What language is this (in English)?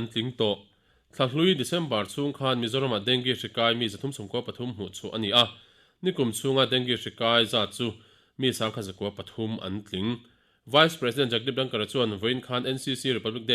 Mizo